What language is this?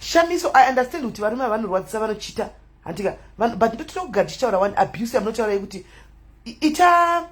Shona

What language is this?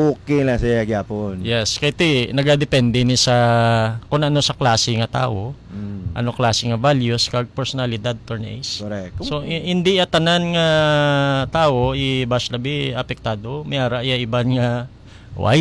Hiligaynon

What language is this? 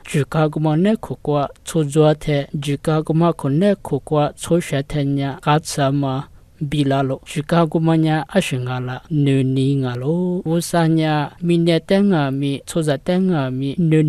Lisu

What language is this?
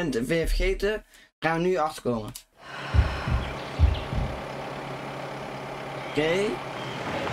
Dutch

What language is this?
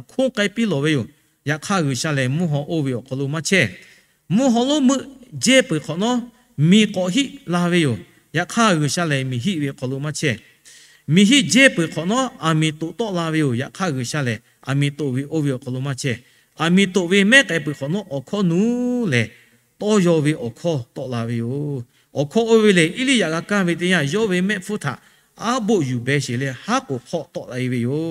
Lahu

